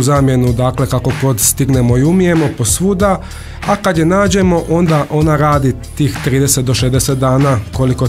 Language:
Croatian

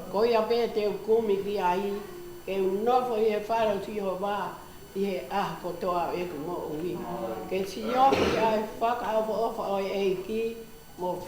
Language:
Tongan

